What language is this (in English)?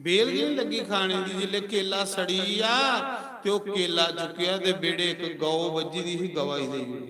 Dogri